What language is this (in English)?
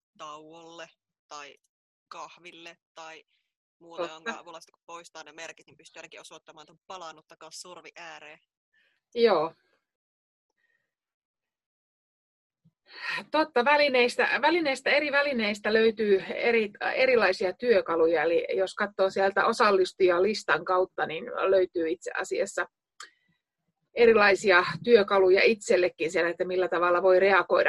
Finnish